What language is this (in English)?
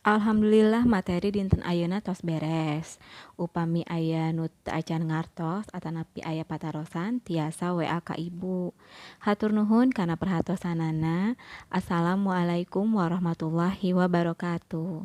Sundanese